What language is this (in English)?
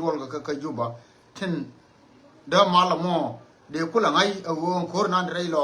Nuer